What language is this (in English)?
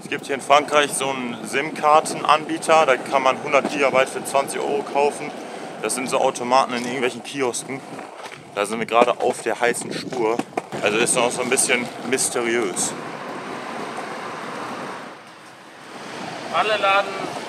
German